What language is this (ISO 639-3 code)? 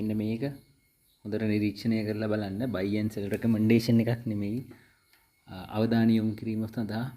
sin